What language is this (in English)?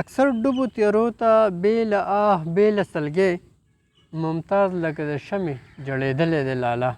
Pashto